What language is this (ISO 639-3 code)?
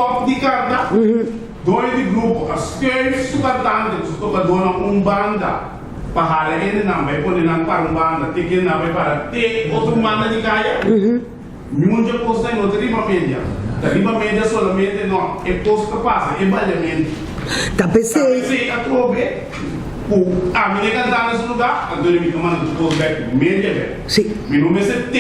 pap